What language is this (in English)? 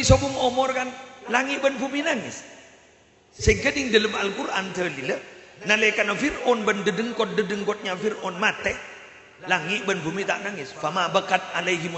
Madurese